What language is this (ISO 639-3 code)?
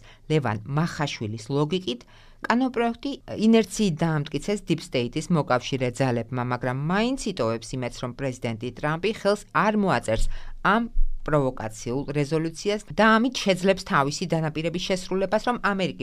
kat